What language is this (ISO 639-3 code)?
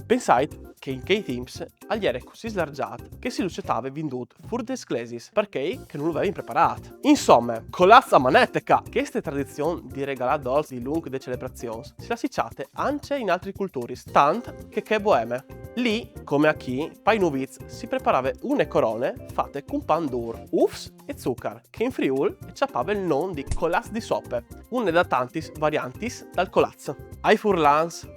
fur